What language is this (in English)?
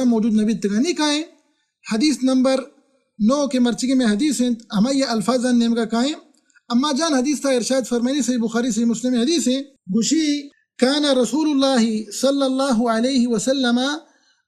Baluchi